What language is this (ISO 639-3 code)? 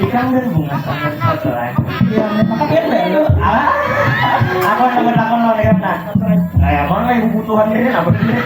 bjn